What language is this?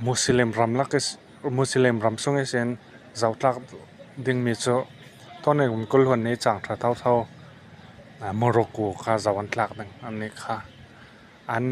Falam Chin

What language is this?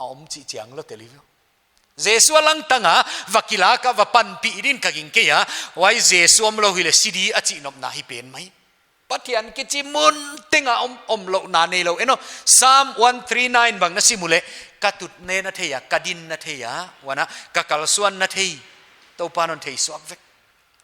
Paite Chin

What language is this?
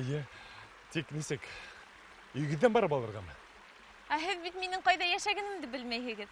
Bashkir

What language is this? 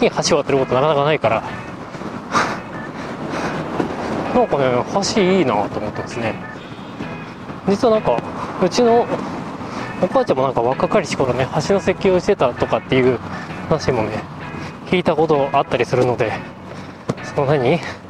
Japanese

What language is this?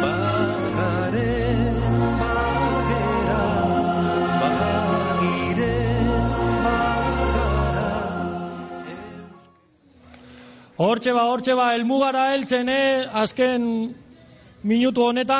Basque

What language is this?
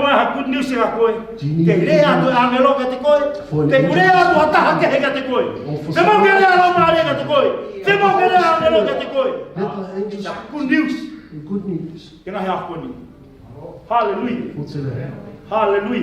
Tongan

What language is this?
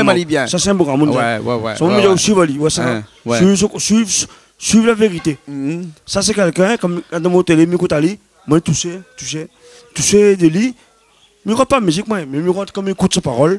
Réunion Creole French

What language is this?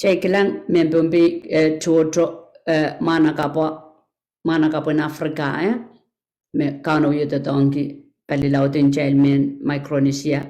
Pohnpeian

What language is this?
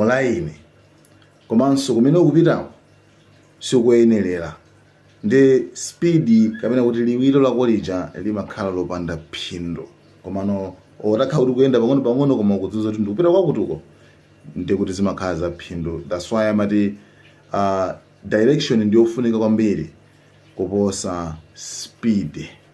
Nyanja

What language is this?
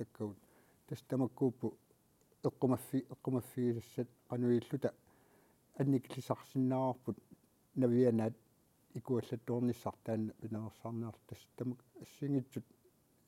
Kalaallisut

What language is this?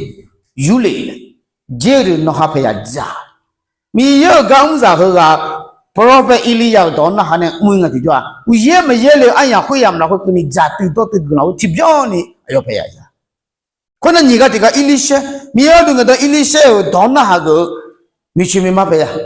Akha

